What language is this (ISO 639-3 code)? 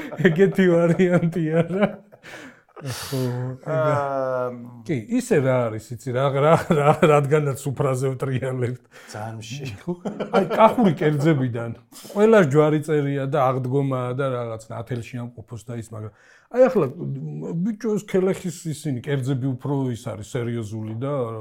kat